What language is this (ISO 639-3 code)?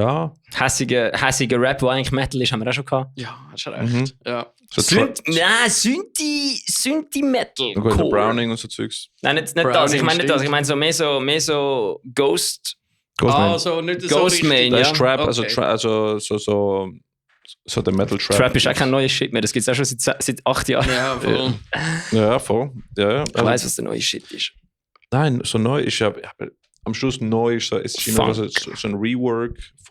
gsw